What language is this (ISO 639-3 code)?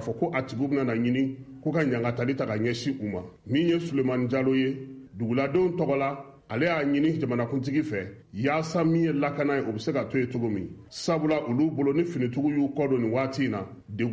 bam